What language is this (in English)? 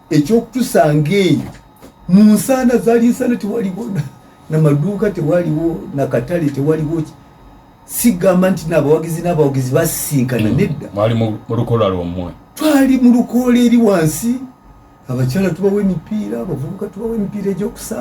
Ganda